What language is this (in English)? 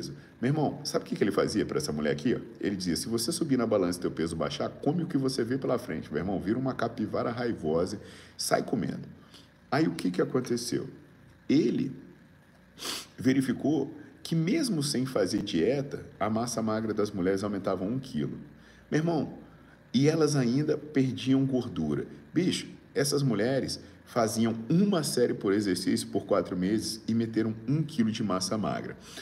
Portuguese